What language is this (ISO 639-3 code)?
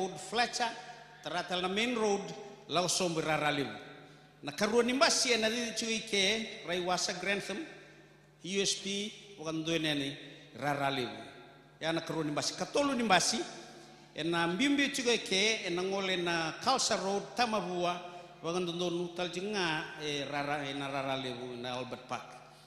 fij